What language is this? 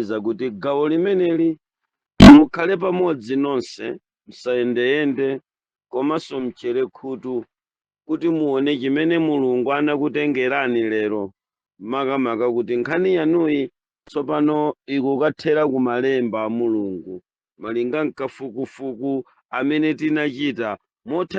Nyanja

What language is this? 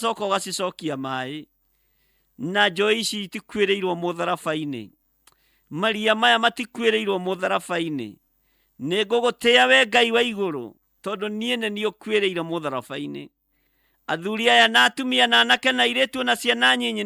Kikuyu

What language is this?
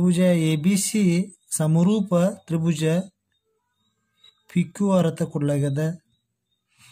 Kannada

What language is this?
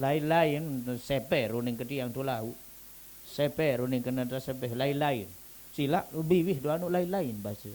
Sasak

